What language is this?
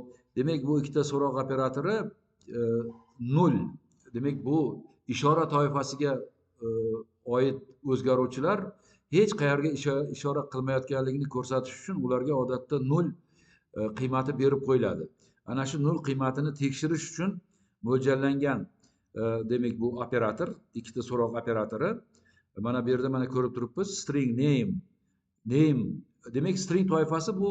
Uzbek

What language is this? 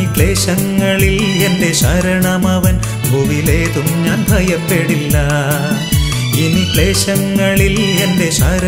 Malayalam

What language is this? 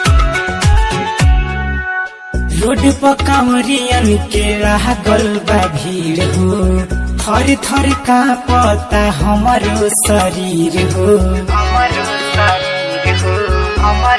Bhojpuri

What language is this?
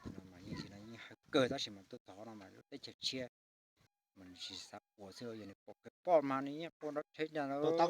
Hmong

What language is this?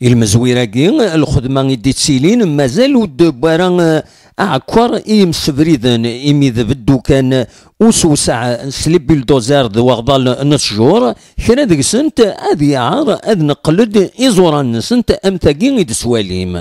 Kabyle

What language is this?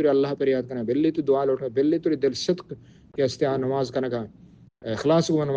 Baluchi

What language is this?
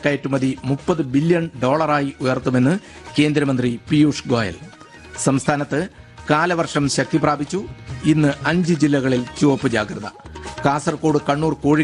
Malayalam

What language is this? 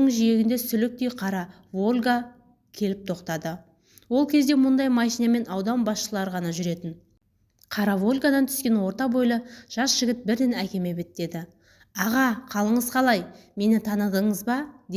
Kazakh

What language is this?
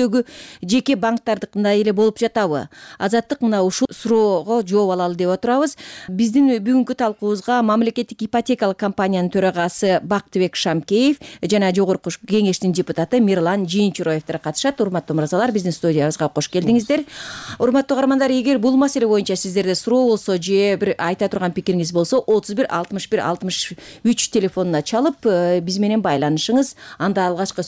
Kyrgyz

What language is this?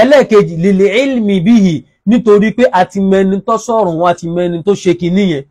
Yoruba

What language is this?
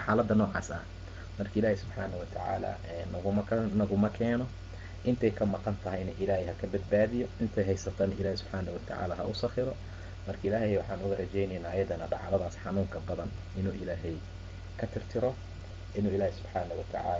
Somali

